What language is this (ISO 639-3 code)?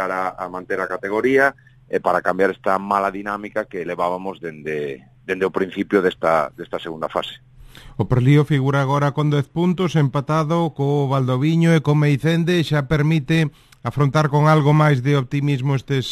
glg